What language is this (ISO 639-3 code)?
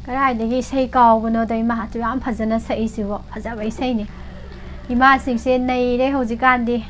mni